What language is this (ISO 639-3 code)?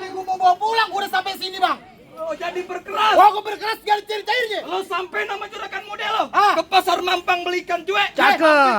bew